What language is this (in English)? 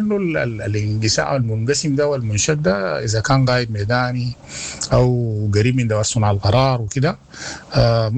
Sudanese Arabic